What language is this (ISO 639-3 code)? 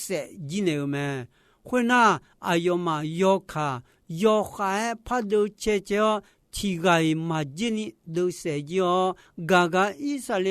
ahk